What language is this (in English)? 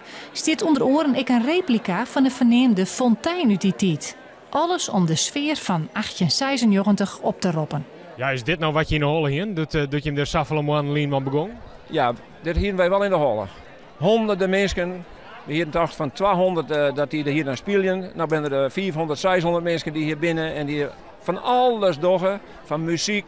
Western Frisian